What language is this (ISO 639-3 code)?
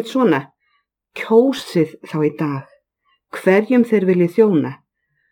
isl